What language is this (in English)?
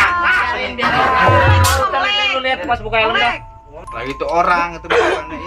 Betawi